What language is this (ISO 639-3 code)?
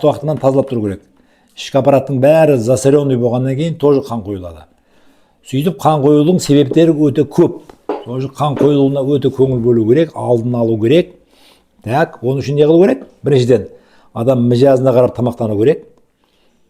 kaz